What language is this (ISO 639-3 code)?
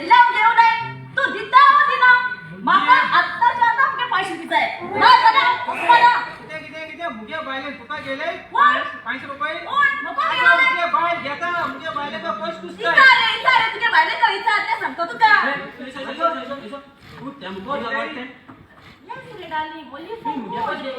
kok